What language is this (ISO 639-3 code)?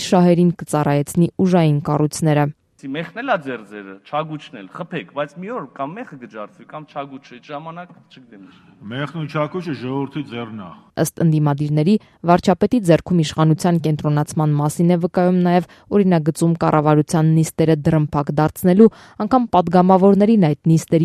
hye